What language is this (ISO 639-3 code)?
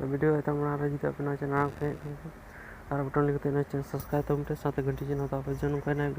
sat